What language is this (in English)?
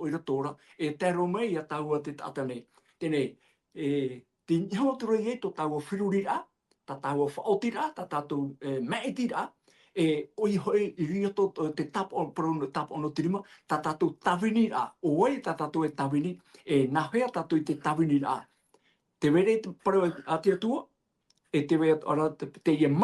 Tahitian